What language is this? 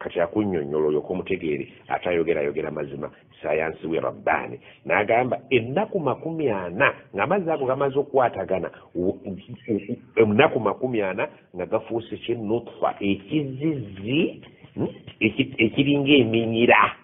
Ganda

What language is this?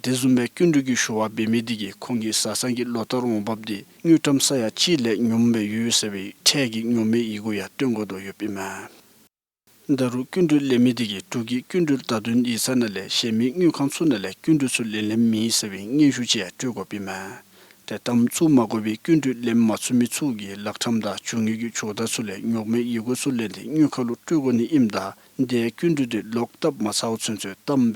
Dzongkha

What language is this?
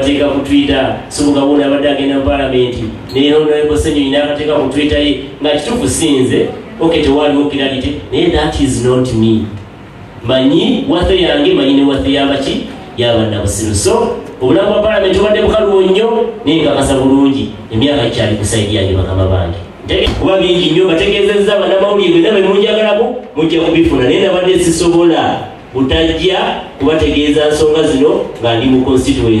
Ganda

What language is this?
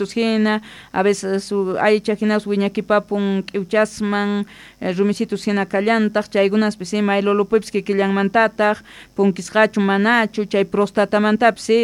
Quechua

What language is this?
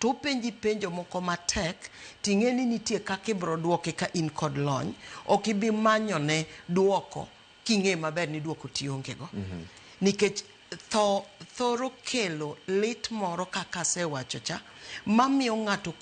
Luo (Kenya and Tanzania)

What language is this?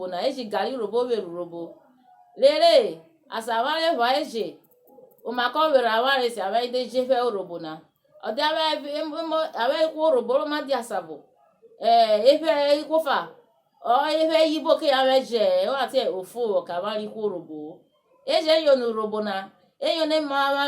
Urhobo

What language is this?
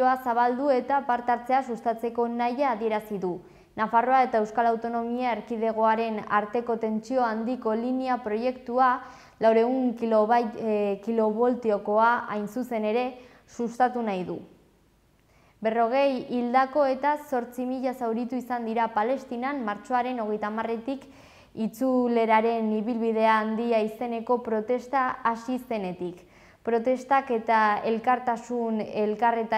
Basque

